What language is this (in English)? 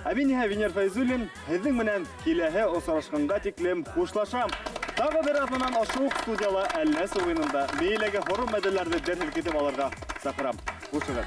Bashkir